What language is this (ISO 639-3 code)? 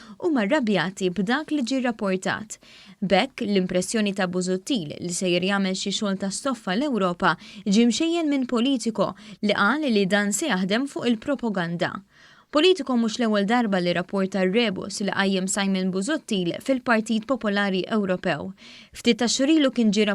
mlt